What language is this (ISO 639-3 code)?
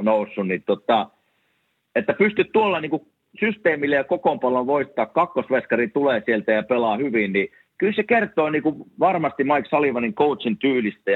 fin